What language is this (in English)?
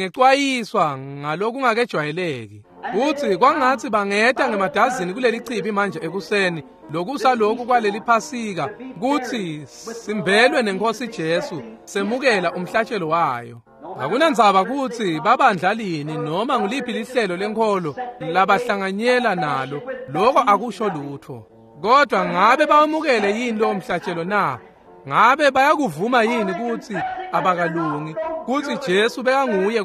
Swati